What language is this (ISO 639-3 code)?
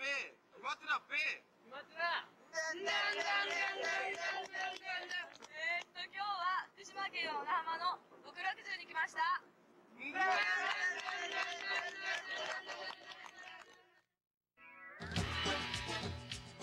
jpn